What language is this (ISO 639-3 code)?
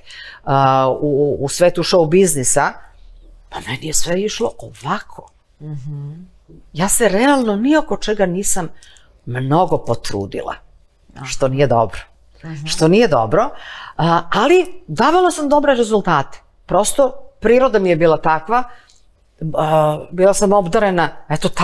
srp